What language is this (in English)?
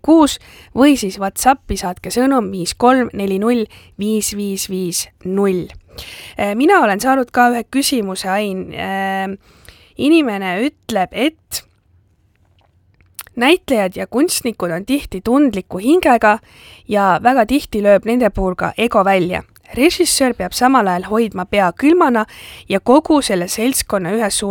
Estonian